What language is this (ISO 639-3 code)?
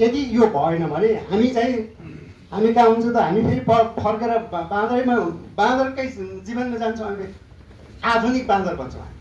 nep